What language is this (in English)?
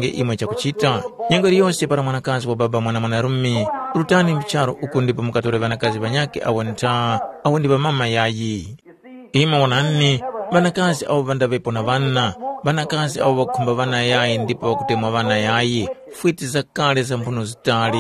Tumbuka